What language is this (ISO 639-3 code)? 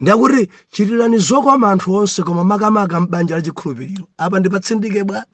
nya